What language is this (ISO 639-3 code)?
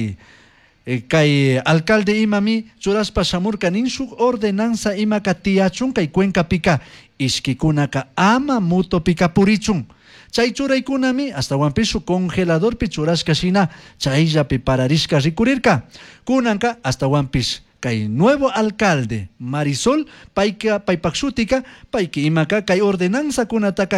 qug